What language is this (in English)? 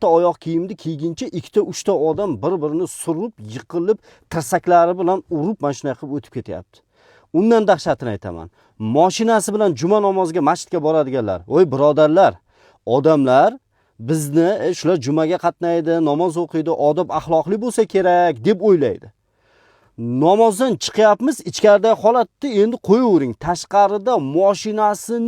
Uzbek